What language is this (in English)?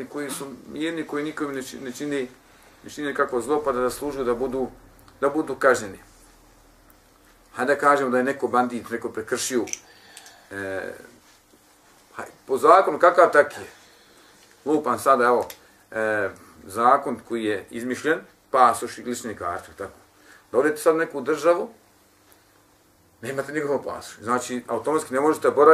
Bosnian